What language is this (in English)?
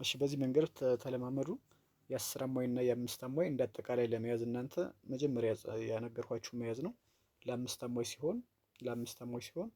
Amharic